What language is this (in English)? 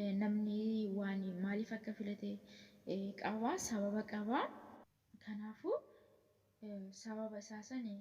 Oromo